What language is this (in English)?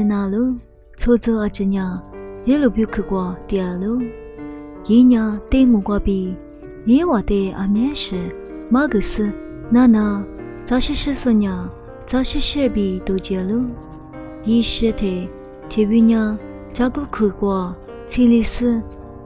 Lisu